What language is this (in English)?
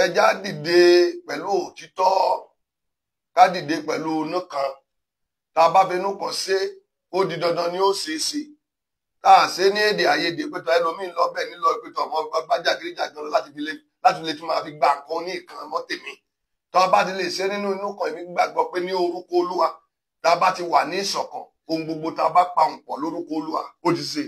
Yoruba